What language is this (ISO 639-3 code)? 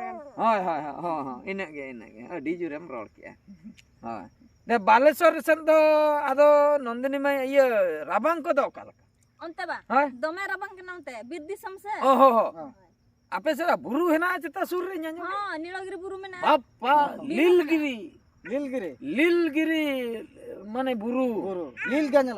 sat